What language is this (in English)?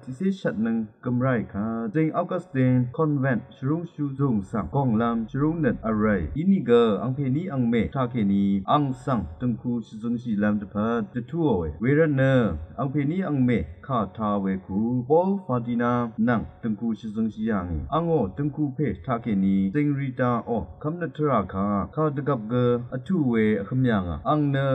Rawang